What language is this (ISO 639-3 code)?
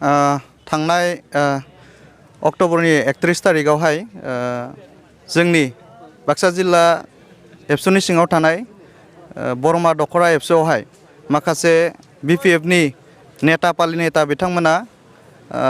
brx